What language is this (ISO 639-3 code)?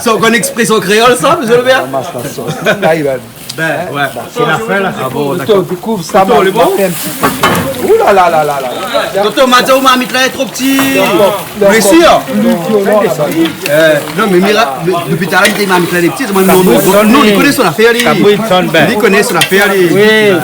rcf